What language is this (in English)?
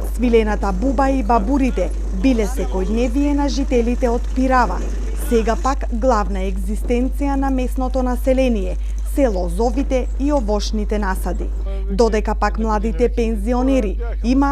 Macedonian